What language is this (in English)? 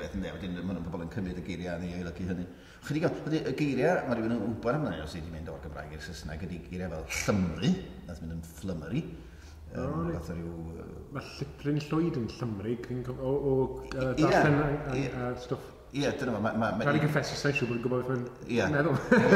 Welsh